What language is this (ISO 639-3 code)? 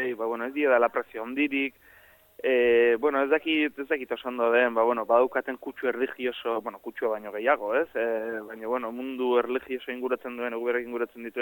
eus